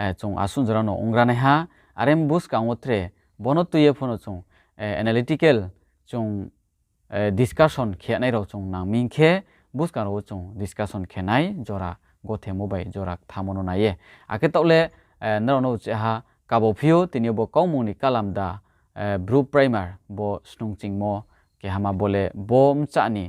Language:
Riang (India)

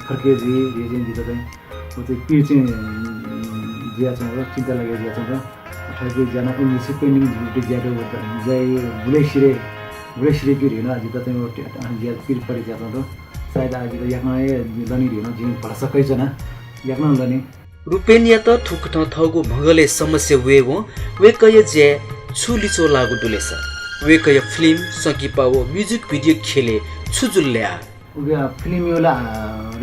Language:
Newari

